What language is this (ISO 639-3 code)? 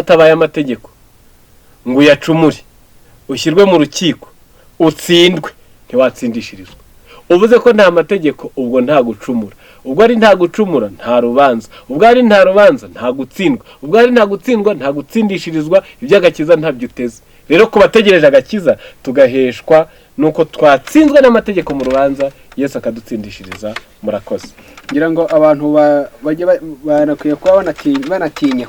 kin